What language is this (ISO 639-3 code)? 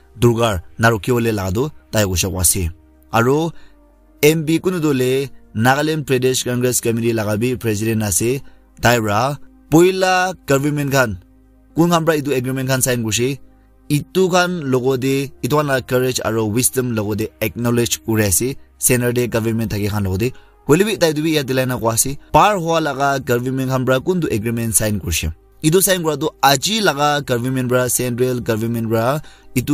nag